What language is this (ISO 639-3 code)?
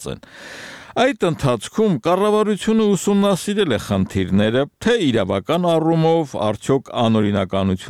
hye